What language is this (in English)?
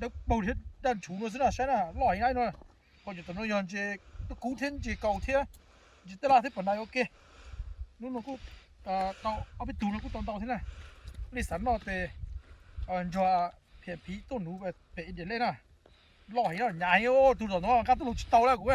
Hmong